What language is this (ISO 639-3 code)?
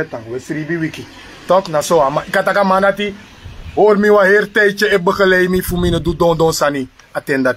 srn